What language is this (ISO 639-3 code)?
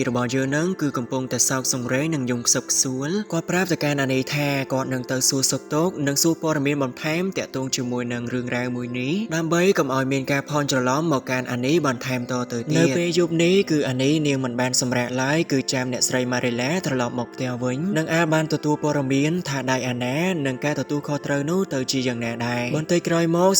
khm